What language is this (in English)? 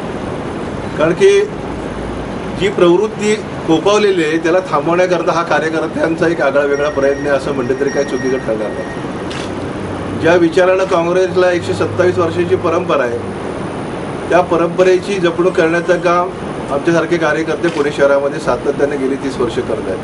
Marathi